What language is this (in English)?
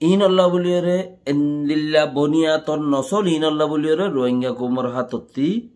Rohingya